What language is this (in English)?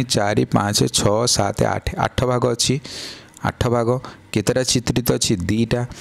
Odia